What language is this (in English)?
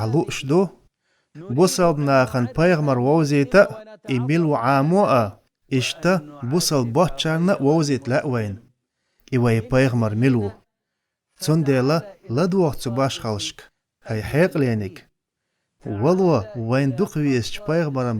Chechen